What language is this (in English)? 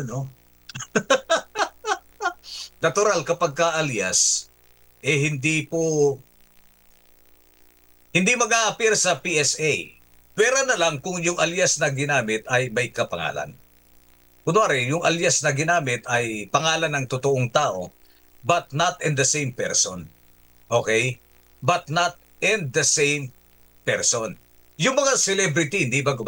Filipino